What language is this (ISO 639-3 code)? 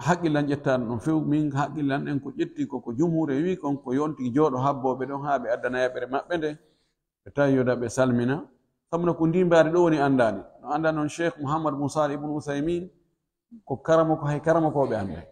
fuf